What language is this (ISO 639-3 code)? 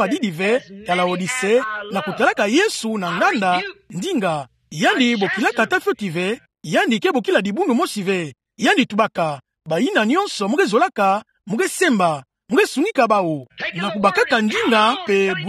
ktu